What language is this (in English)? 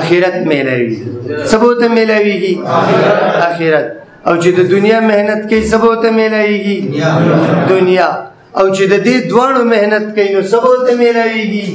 Pashto